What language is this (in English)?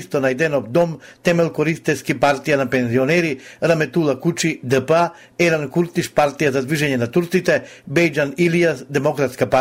Macedonian